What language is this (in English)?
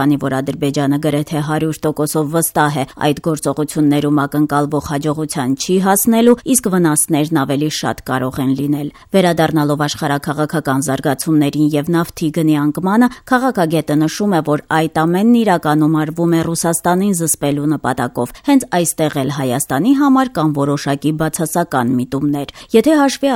Armenian